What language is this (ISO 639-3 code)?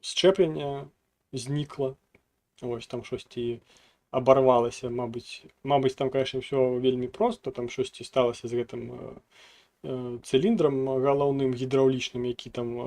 bel